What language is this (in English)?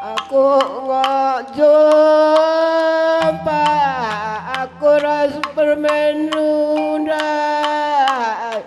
Batak Karo